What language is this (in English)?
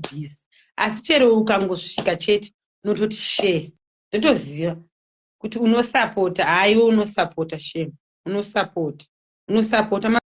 Shona